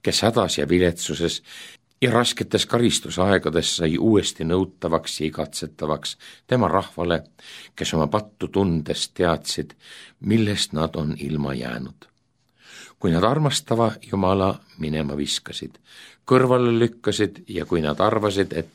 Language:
Estonian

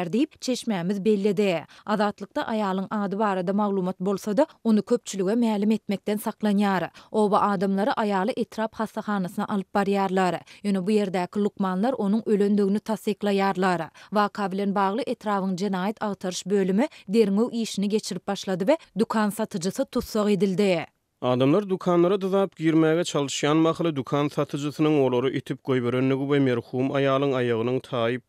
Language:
Turkmen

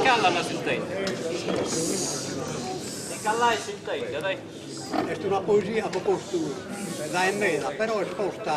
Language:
Sardinian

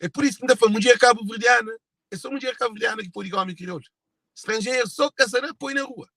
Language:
Kabuverdianu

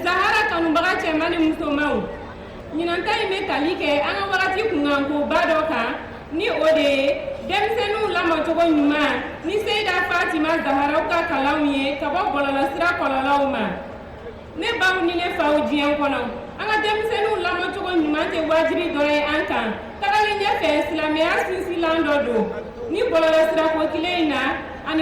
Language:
Bambara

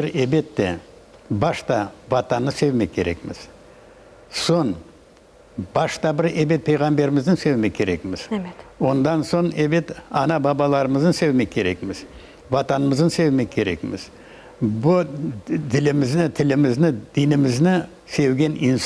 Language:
Crimean Tatar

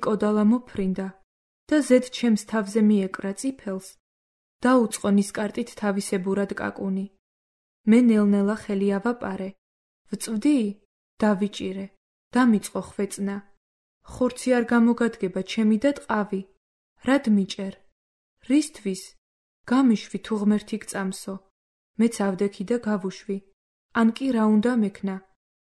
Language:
Georgian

